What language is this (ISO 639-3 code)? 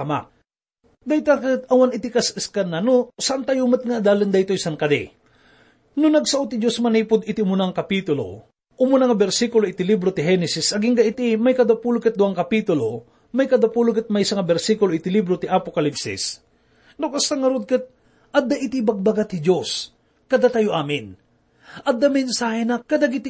ilo